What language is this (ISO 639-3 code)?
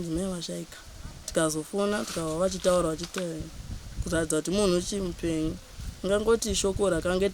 sna